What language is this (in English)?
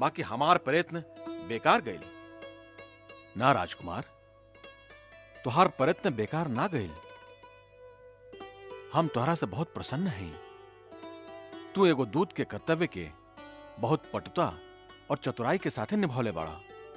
Bhojpuri